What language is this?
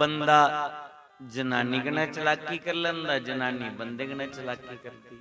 Dogri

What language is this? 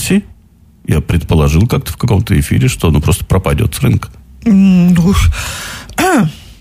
Russian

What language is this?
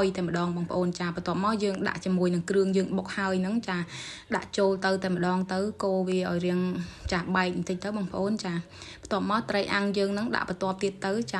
Khmer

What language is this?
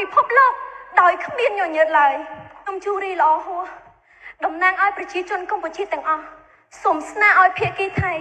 Khmer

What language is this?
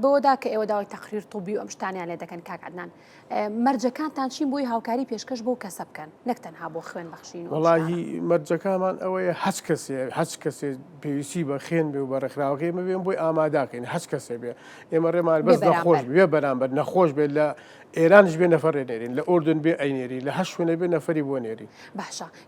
Central Kurdish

